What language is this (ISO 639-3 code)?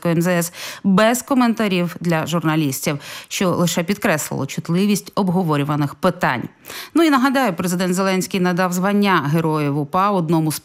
ukr